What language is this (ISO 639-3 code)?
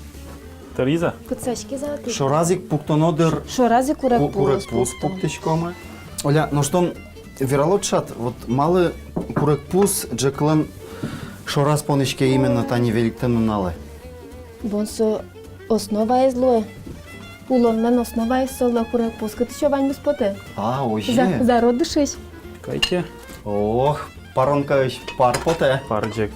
udm